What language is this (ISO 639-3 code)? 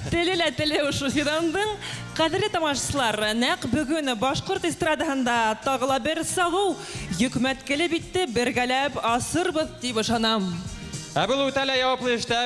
bak